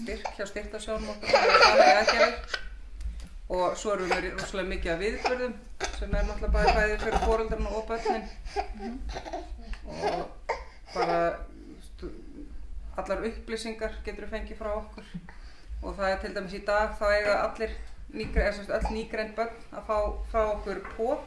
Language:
Icelandic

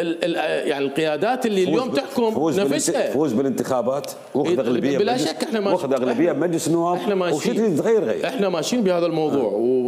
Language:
Mesopotamian Arabic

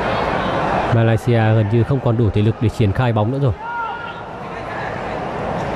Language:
Vietnamese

